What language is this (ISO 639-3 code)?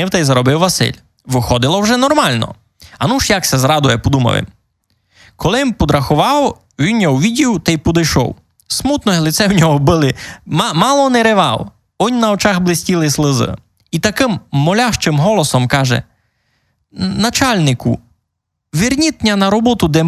rue